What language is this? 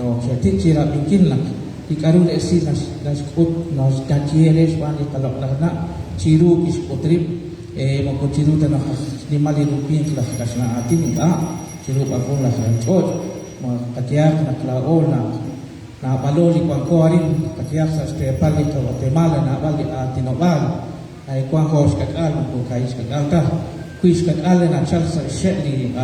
Kekchí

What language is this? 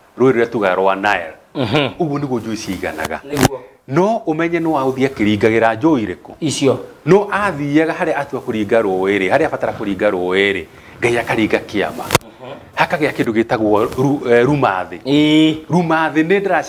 Kikuyu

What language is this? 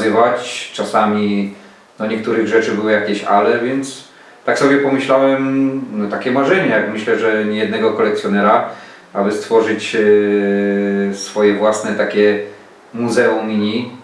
Silesian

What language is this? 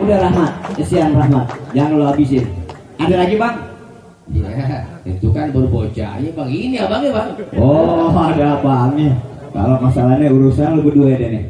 Betawi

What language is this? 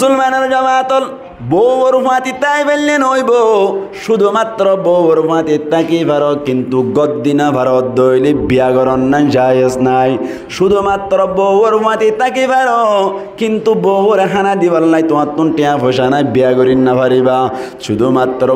Rohingya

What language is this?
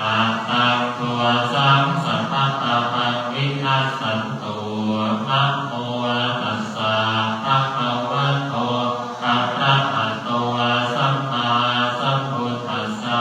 Pali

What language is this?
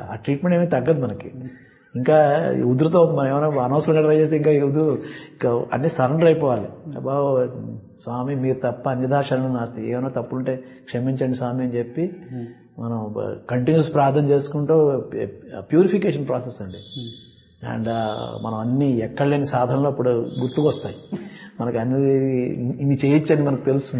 Telugu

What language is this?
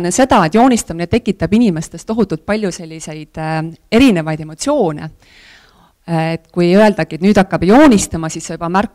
Estonian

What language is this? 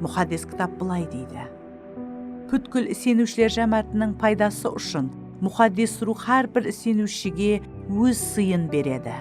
Kara-Kalpak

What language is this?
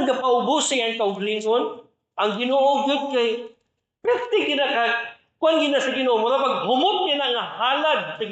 Cebuano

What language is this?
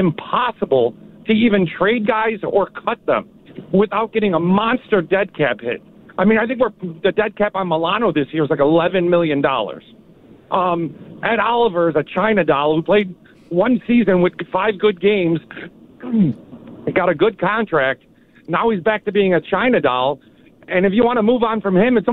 English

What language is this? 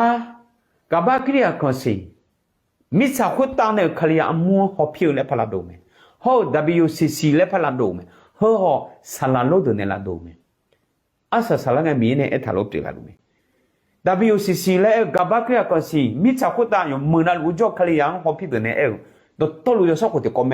Akha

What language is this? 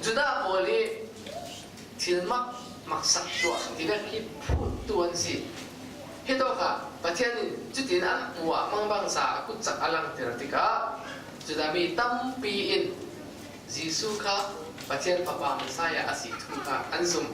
Falam Chin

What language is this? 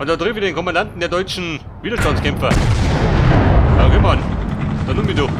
Bavarian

